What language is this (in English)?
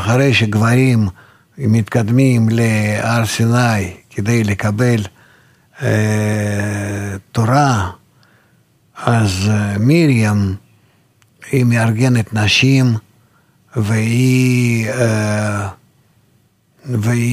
Hebrew